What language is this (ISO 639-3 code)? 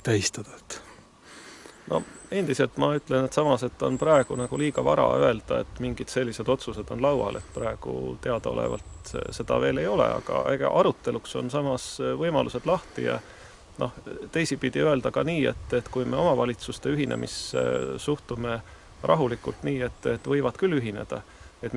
est